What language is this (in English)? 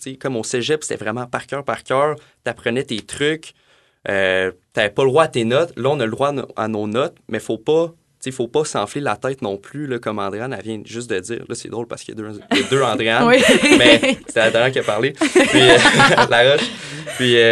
French